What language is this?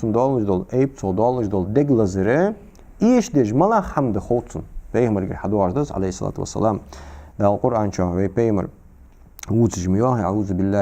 Ingush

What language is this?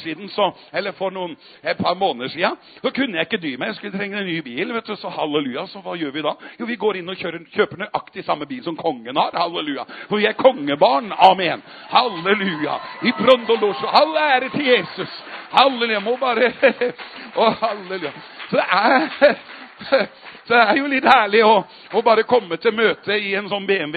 Norwegian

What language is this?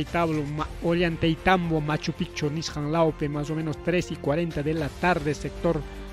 Ayacucho Quechua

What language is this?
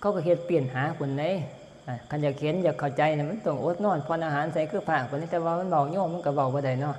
Northeastern Thai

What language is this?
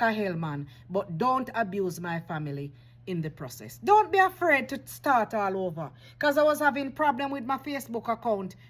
Jamaican Creole English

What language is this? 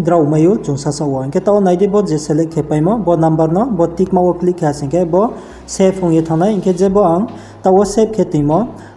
Riang (India)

